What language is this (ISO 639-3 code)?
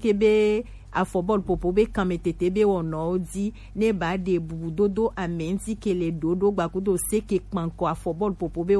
gej